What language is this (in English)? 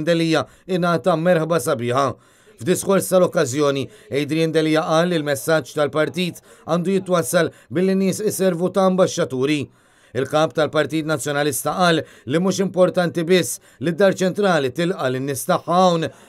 Maltese